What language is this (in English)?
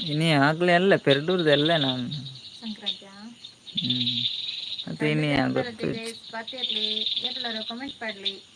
Tulu